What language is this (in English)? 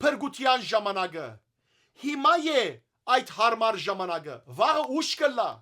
Western Armenian